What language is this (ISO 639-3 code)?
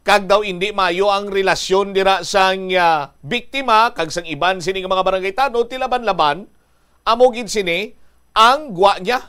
hil